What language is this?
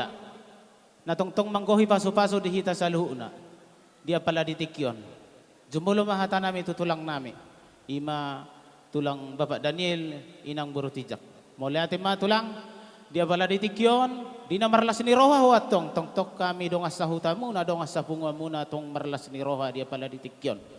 Batak Toba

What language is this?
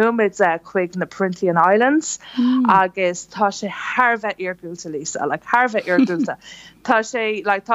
Irish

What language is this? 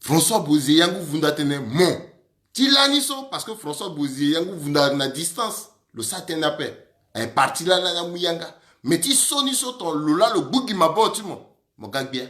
Sango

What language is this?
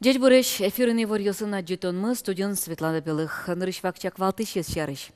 Udmurt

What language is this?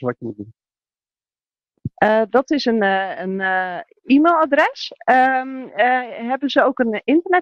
Dutch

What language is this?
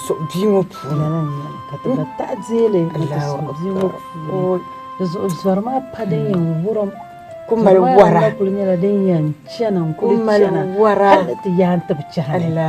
Dagbani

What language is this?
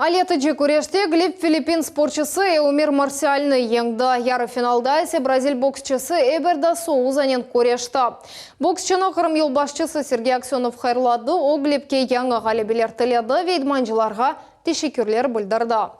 Crimean Tatar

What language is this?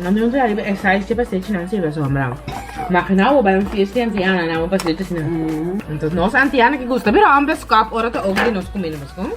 Papiamento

